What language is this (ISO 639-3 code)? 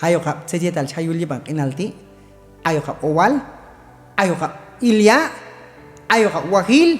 kjb